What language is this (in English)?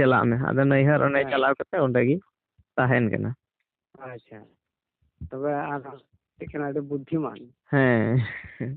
Santali